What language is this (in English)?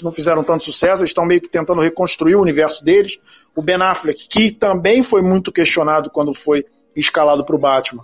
Portuguese